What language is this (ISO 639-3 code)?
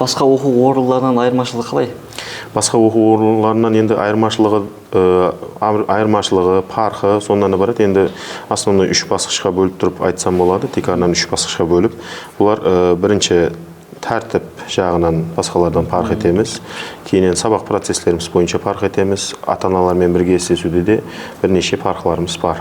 kaa